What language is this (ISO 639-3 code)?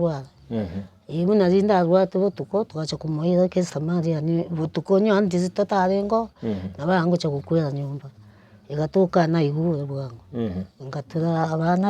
guz